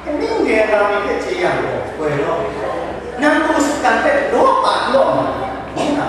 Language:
Kachin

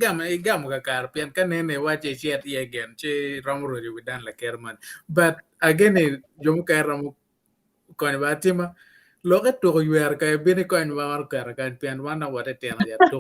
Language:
Acoli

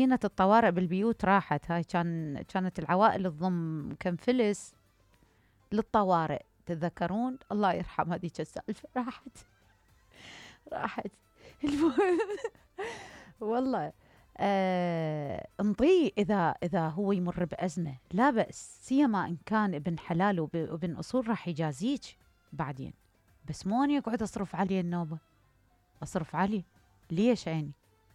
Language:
Mesopotamian Arabic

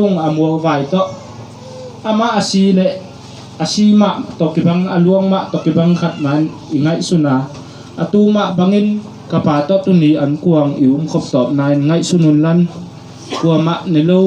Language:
Tedim Chin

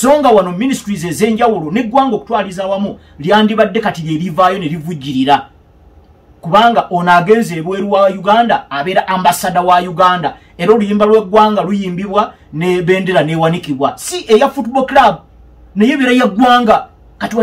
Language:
Ganda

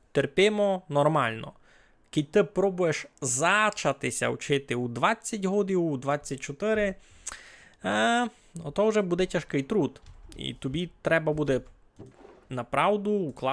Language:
Rusyn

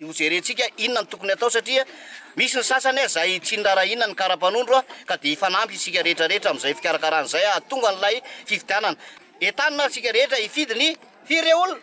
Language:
Malagasy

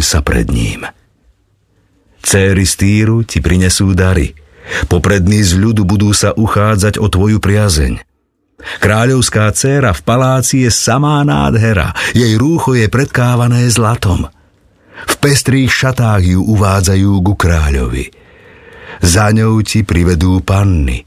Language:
Slovak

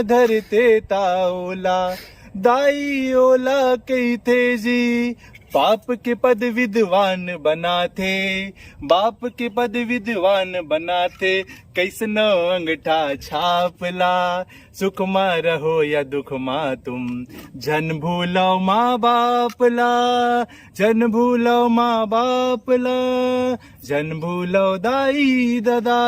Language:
Chhattisgarhi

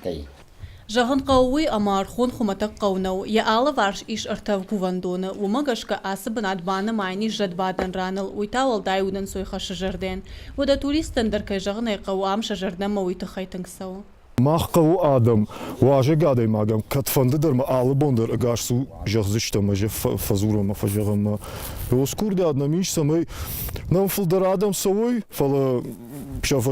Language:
Ossetic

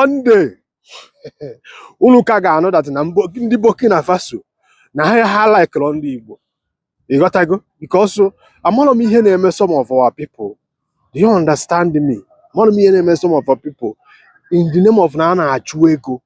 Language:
Igbo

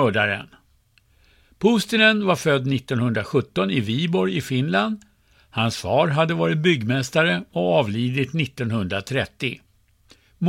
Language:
Swedish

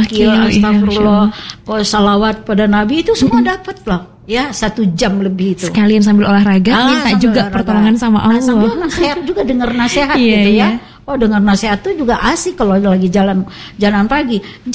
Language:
Indonesian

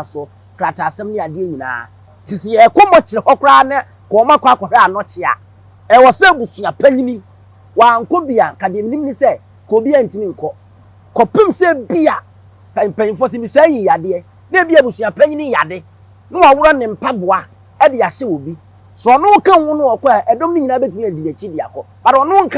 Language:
Akan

